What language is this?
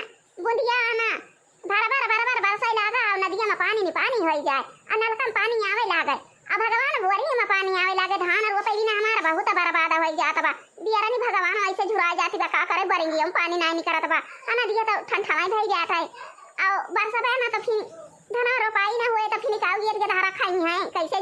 Awadhi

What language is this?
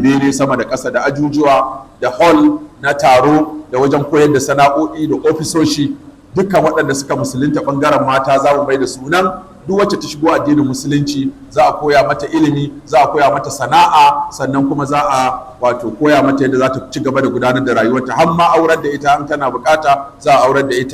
Hausa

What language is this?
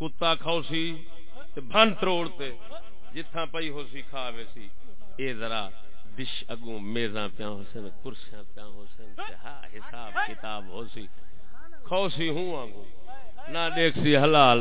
Saraiki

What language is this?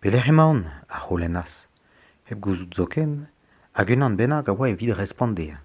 Breton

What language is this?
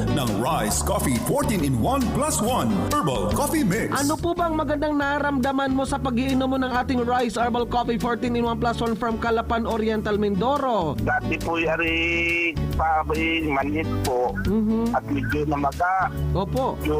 Bikol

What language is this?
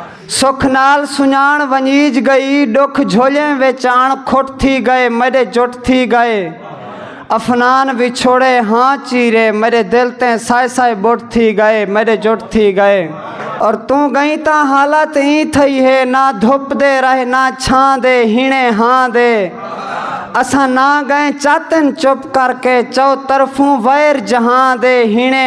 Saraiki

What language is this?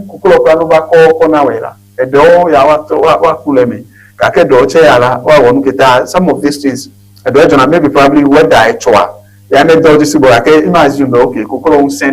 Ewe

